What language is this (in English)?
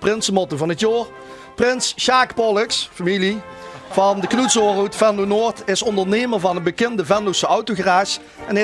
Limburgish